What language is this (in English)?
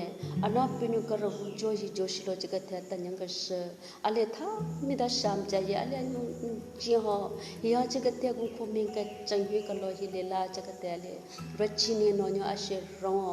Southern Rengma Naga